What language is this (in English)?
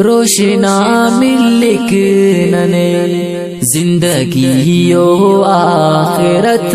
Brahui